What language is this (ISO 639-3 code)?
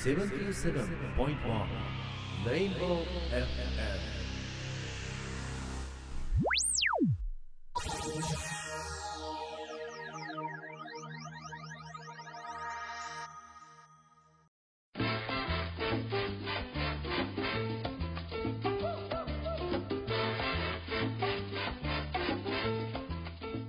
jpn